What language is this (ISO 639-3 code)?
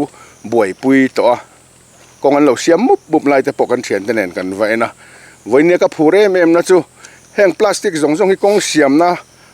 lus